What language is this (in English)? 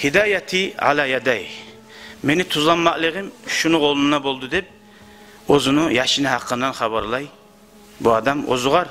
Kumyk